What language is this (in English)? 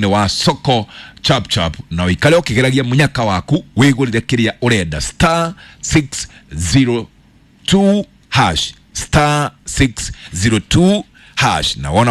Kikuyu